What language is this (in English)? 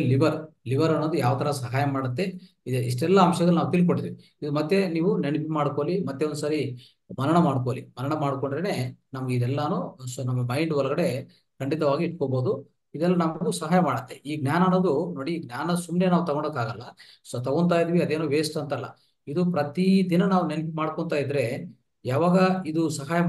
Kannada